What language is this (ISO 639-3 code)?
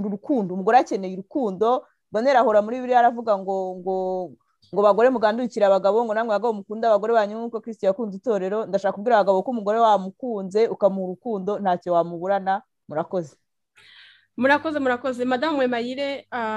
kin